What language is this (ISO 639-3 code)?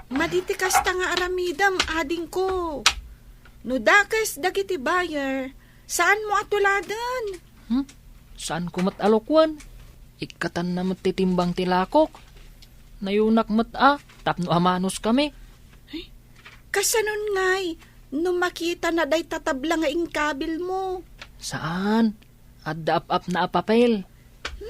ilo